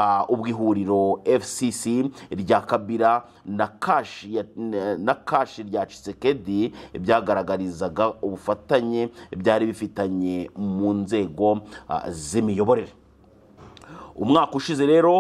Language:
Kinyarwanda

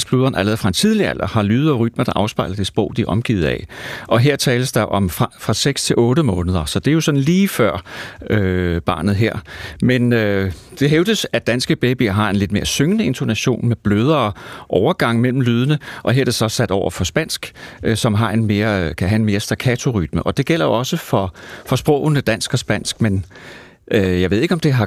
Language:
Danish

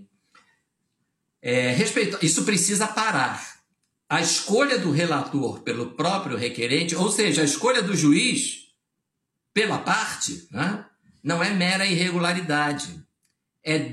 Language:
Portuguese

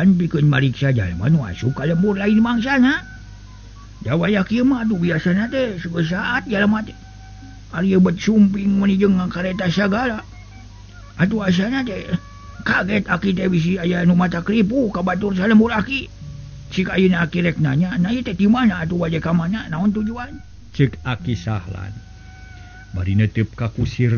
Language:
Sundanese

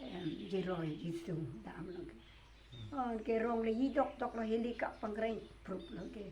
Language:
Karbi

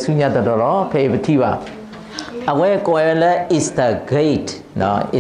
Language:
S'gaw Karen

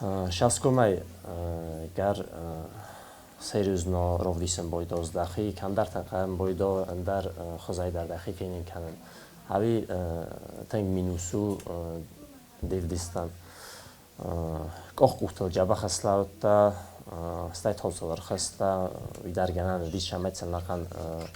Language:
Ossetic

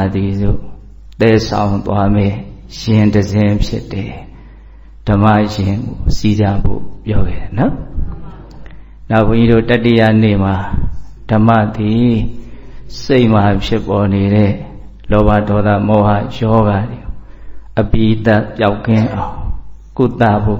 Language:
Burmese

